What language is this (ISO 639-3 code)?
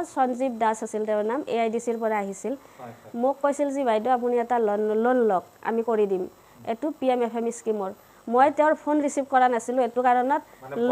asm